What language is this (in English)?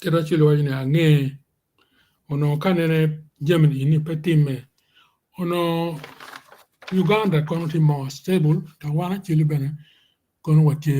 Acoli